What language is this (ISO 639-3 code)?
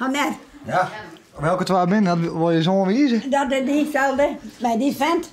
fry